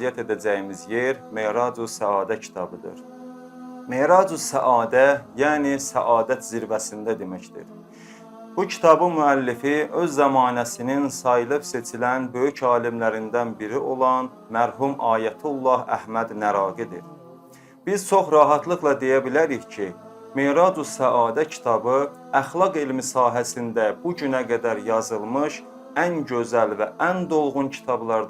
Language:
Azerbaijani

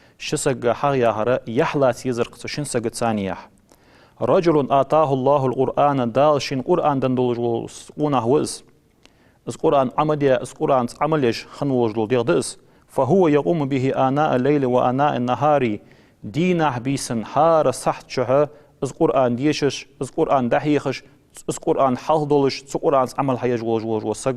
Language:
Ingush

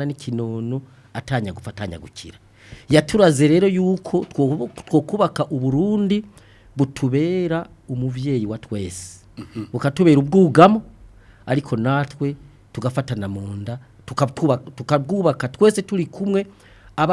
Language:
Rundi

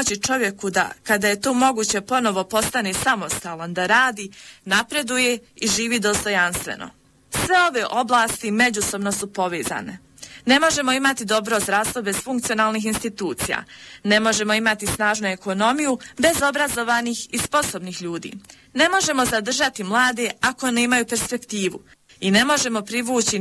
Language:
Bosnian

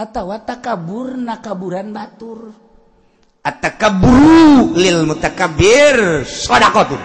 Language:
Sundanese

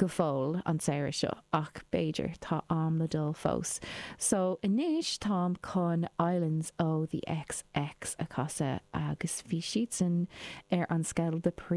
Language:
Irish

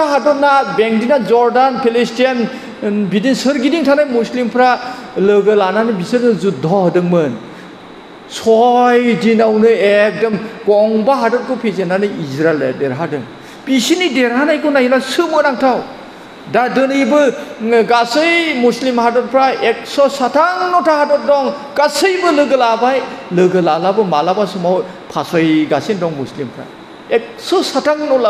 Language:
Bodo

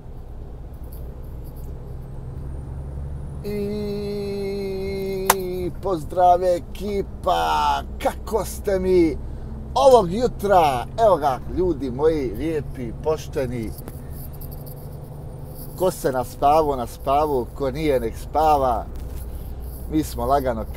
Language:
Bosnian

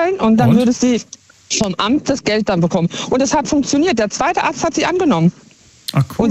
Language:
German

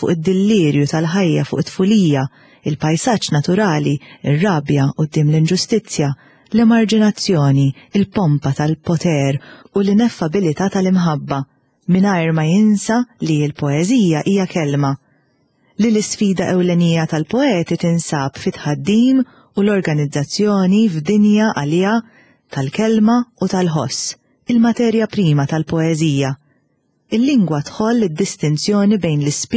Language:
Maltese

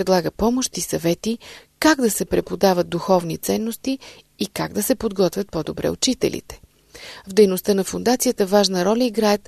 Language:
Bulgarian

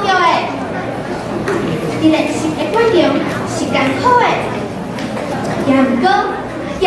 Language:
Min Nan Chinese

